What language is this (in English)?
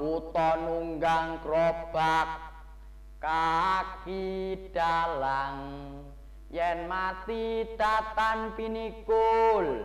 Javanese